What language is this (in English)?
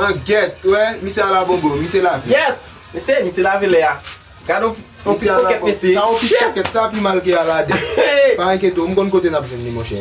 Haitian Creole